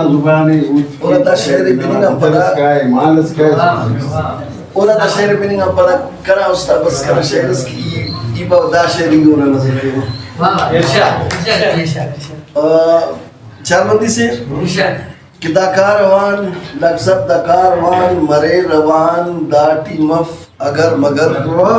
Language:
Brahui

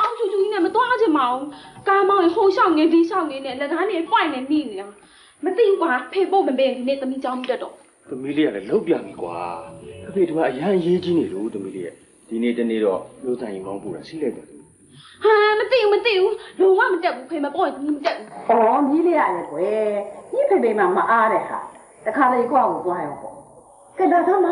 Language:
Burmese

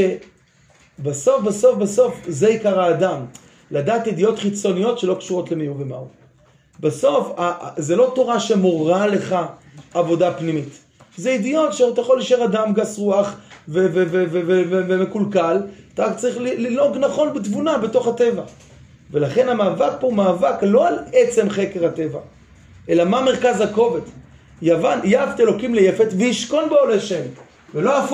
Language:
Hebrew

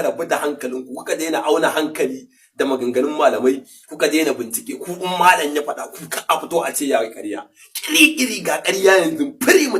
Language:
Hausa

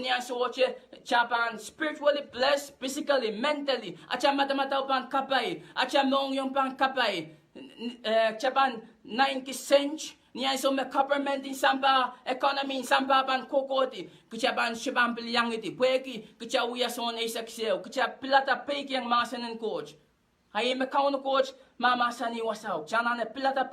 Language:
Pohnpeian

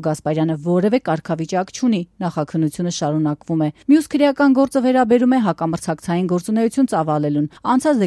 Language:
Armenian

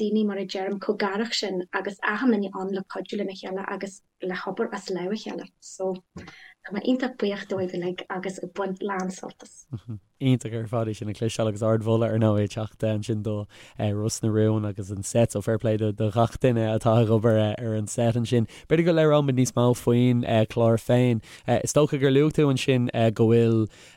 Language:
Irish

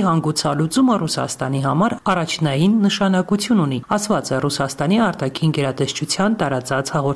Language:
Armenian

